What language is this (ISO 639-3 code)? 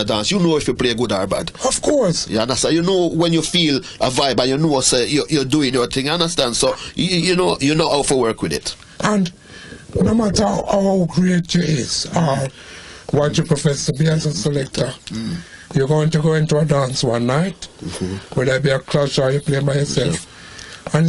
jam